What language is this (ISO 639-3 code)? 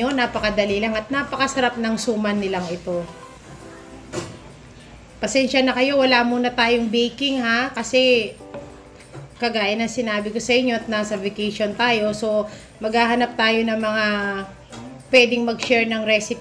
fil